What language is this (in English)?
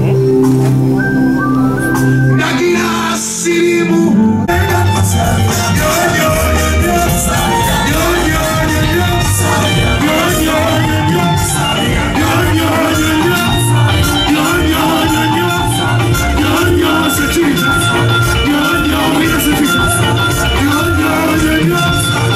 Ganda